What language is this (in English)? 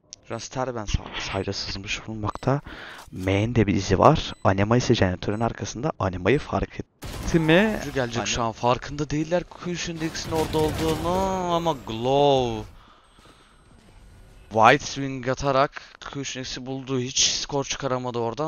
Turkish